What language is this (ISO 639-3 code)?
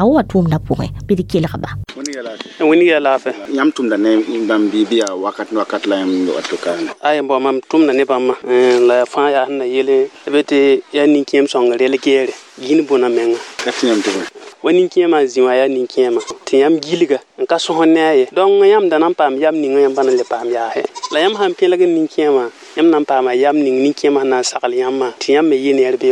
mos